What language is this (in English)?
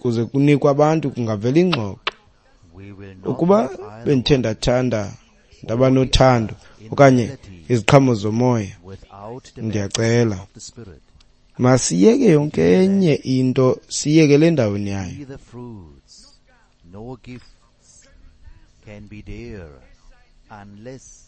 Xhosa